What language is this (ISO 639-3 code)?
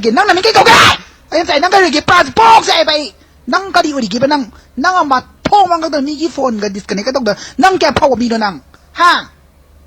mni